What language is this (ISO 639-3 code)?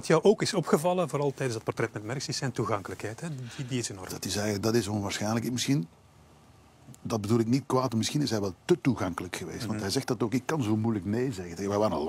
nld